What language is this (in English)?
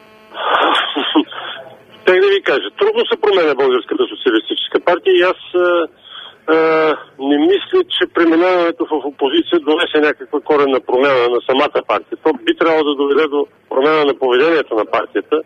Bulgarian